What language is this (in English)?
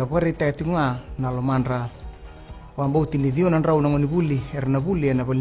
Fijian